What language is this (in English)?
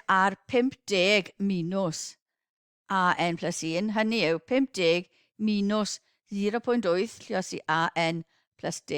Welsh